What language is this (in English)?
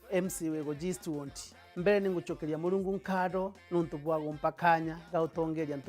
Meru